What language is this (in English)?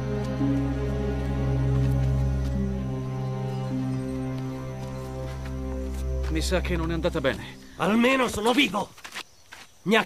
Italian